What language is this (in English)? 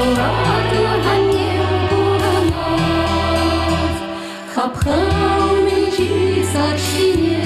Chuvash